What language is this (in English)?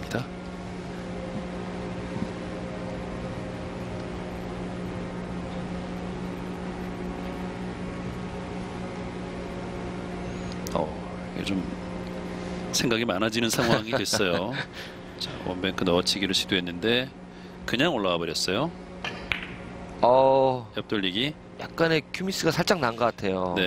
Korean